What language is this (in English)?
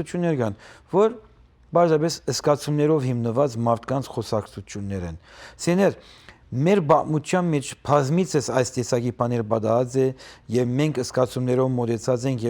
Western Armenian